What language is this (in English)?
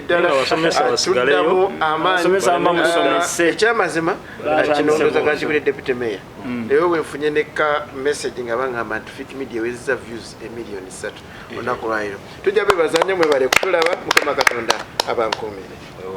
Ganda